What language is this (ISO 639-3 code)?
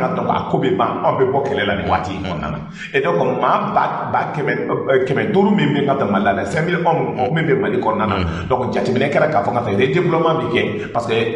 bam